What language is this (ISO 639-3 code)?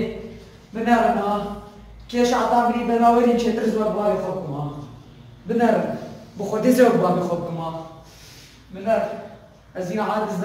kur